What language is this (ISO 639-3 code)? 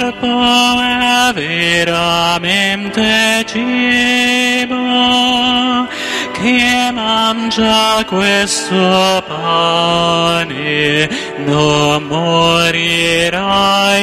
ita